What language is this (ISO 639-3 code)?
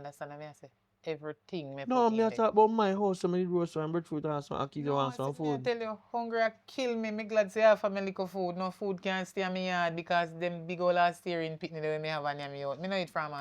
jam